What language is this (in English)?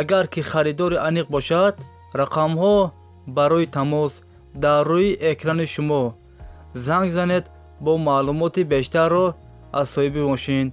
Tajik